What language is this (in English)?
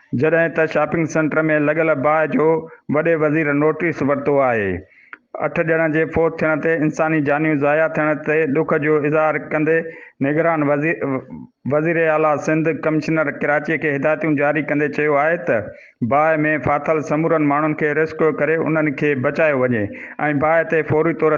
Sindhi